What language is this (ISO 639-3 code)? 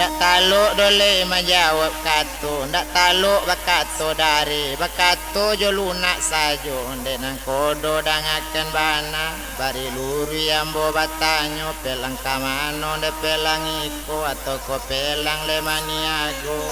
min